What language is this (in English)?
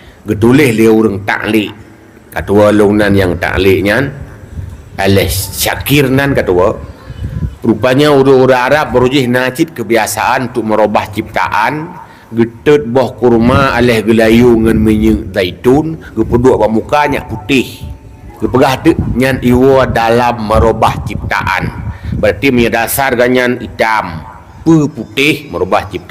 Achinese